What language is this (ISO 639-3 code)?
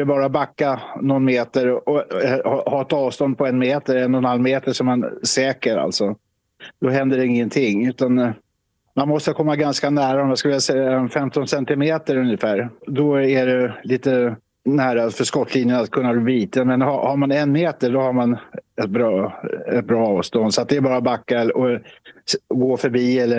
swe